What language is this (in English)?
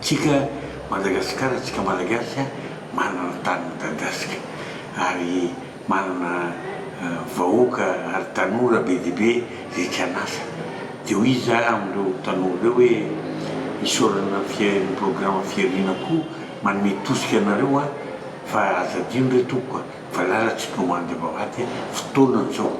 Malagasy